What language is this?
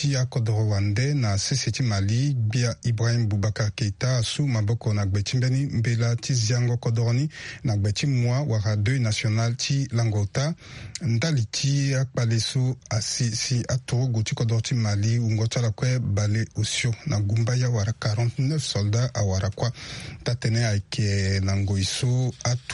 Sango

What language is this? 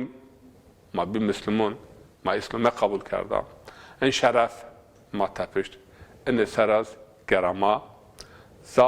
Zaza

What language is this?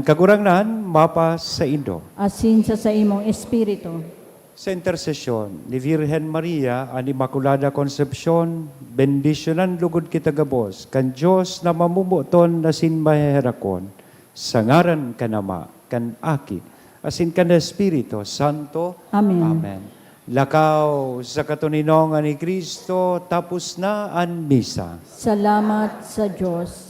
Bikol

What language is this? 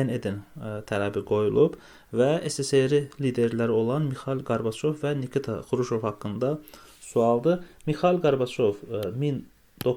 Azerbaijani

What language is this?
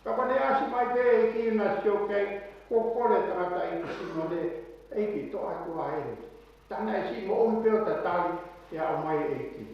Tongan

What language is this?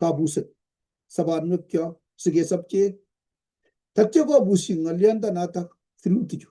Kalenjin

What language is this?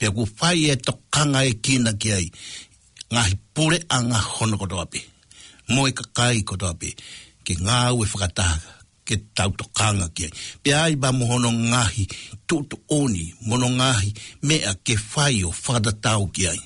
Tongan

